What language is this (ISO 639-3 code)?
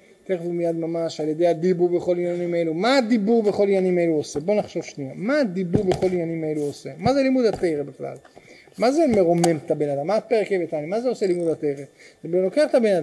heb